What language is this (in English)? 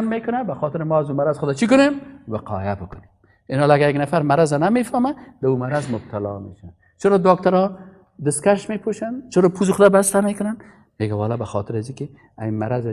Persian